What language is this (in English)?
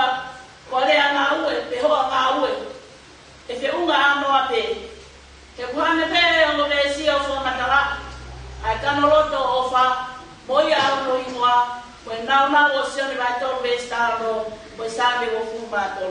Tongan